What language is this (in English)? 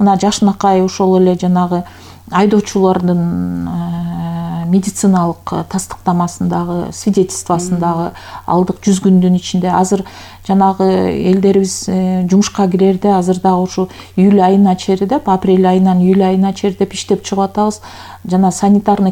Kyrgyz